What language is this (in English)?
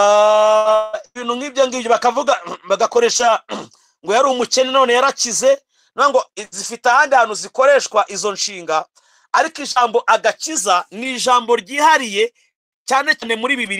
Kinyarwanda